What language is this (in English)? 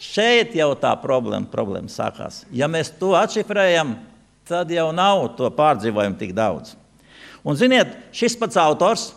Latvian